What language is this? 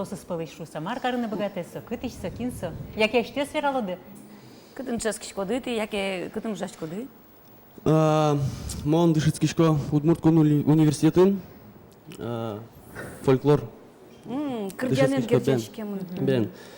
Udmurt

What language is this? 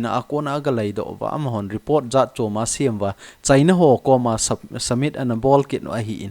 Thado Chin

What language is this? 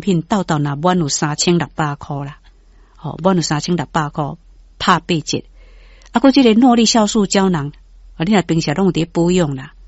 Min Nan Chinese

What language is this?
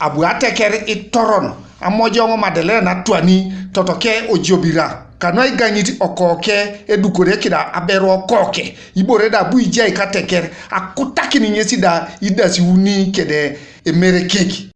Teso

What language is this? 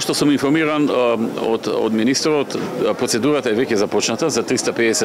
Macedonian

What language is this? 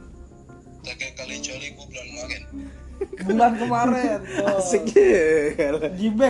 Indonesian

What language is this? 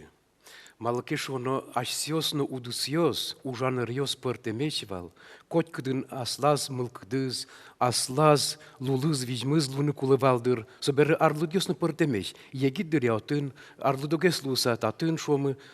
Udmurt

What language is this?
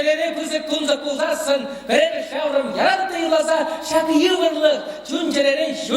Chuvash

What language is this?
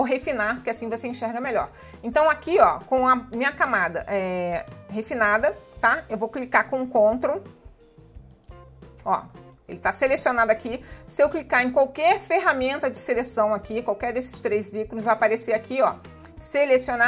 Portuguese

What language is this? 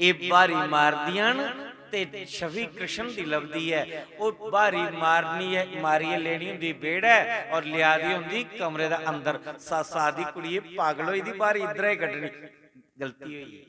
Dogri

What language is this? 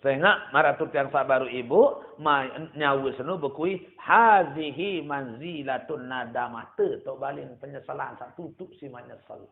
Sasak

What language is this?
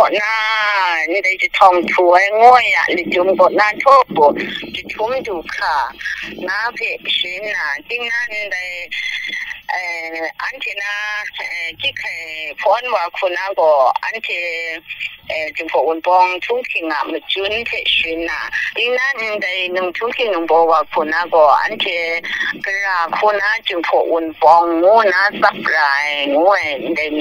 Kachin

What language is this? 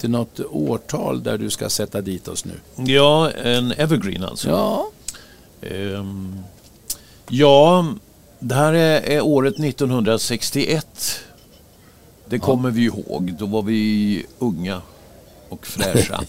Swedish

